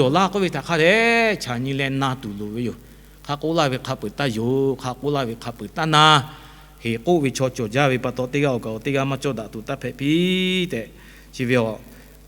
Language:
Lahu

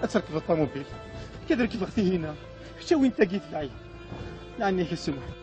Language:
Kabyle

